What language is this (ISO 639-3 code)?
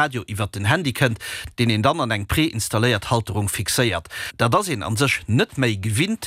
ltz